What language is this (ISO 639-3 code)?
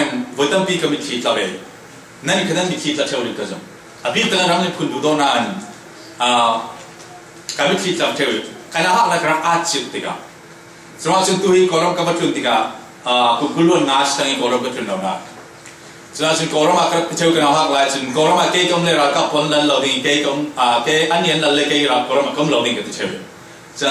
cfm